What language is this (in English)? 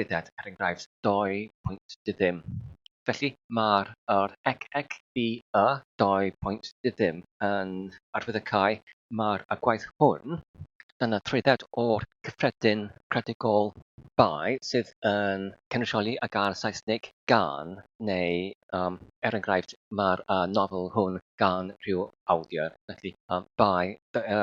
Welsh